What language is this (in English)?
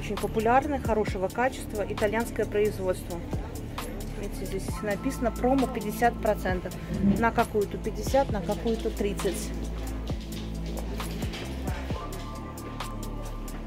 Russian